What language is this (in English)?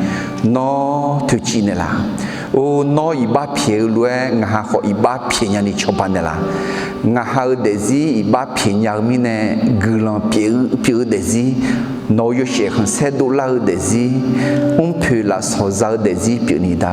Akha